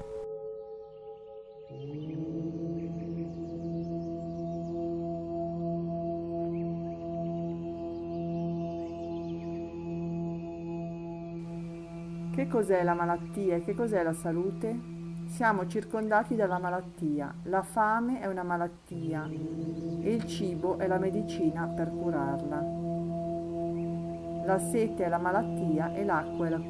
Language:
Italian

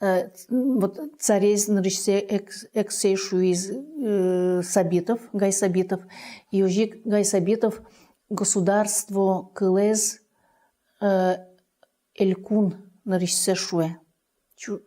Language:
Udmurt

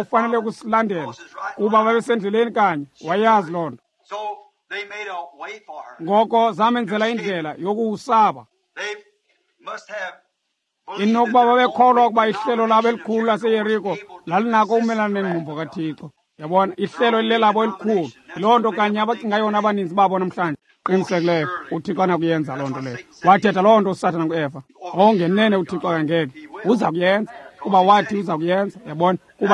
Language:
Xhosa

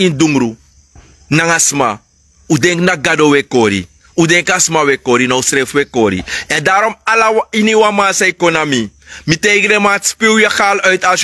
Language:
Sranan Tongo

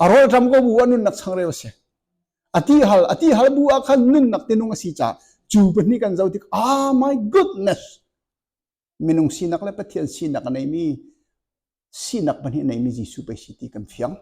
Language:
Hakha Chin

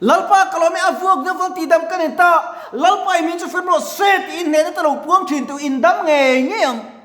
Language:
Mizo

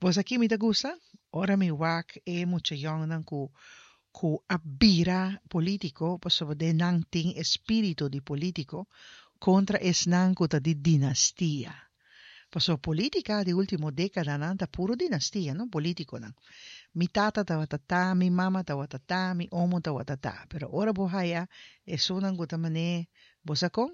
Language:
Papiamento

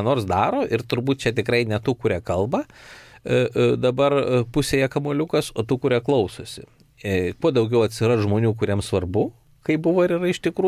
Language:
Lithuanian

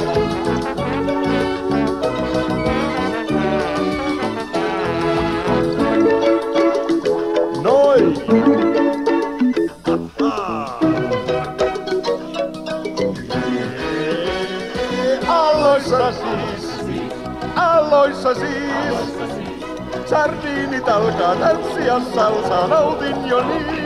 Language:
Finnish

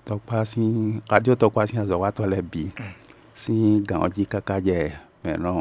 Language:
Fon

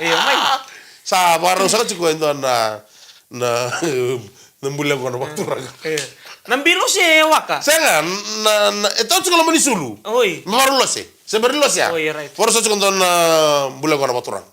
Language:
Fijian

